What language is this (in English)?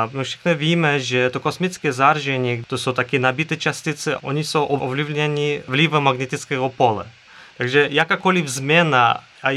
Czech